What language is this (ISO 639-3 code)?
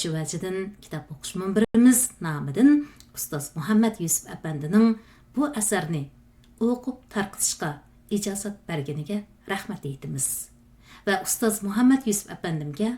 uig